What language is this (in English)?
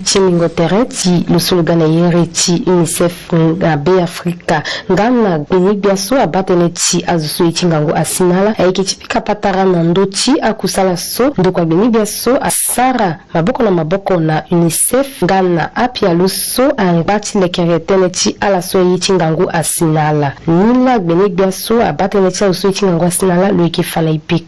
Sango